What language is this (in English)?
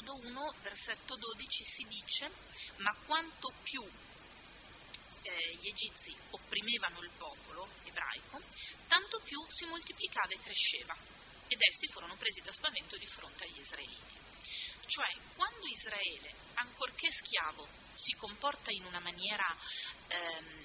Italian